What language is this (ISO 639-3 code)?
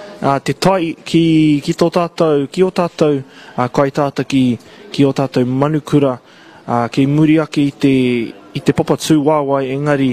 mri